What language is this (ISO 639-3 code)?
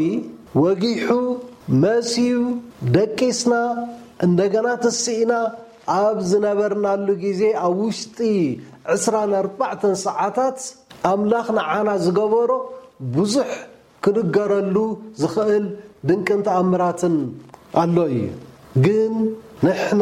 tir